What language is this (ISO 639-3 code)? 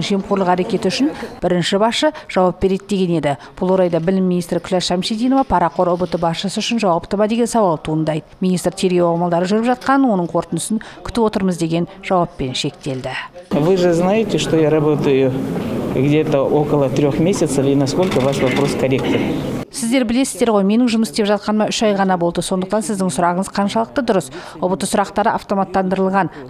kaz